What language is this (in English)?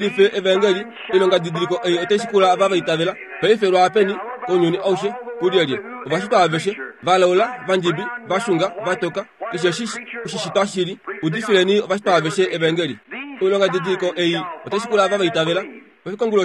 Kuanyama